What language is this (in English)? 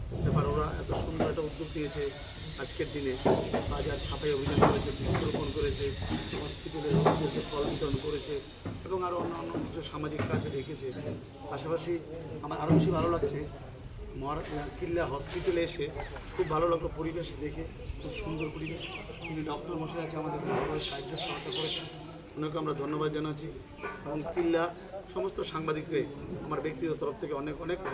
Riang (India)